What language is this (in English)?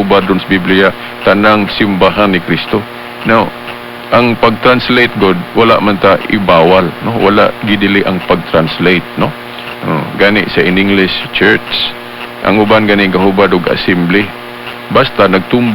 Cebuano